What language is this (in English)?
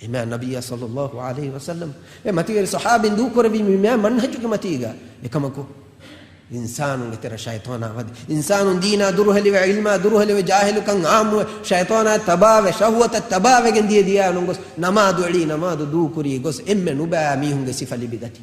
Divehi